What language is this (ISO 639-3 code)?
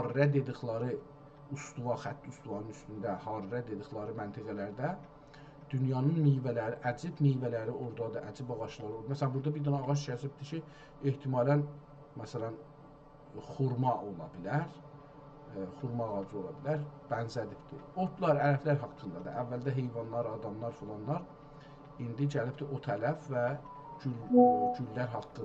azb